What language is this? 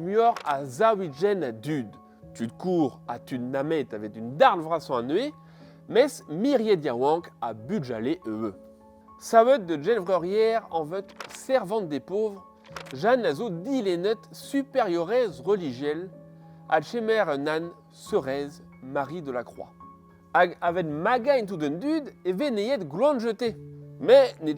Breton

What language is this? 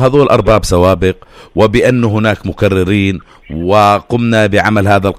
North Levantine Arabic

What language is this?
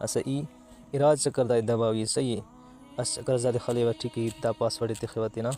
Brahui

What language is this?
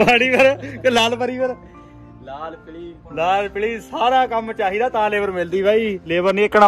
Punjabi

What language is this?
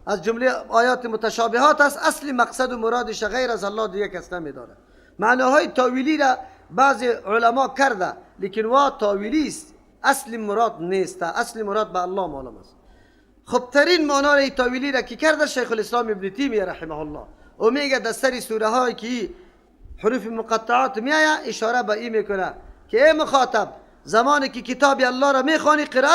Persian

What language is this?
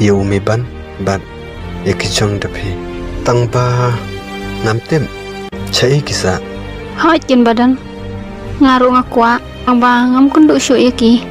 Khasi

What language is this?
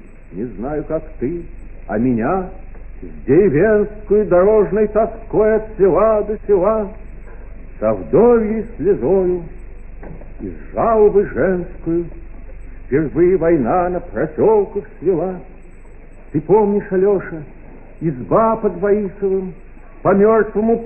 Russian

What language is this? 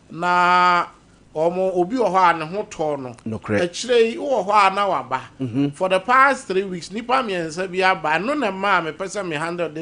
Akan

